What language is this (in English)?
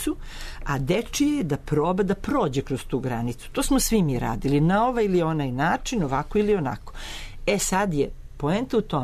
Serbian